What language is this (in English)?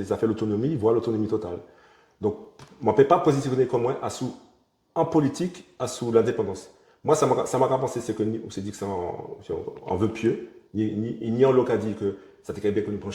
Guadeloupean Creole French